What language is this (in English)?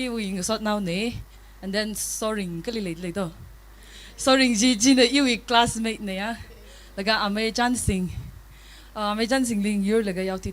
Tangkhul Naga (India)